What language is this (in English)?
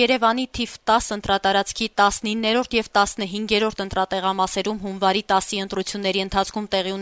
Armenian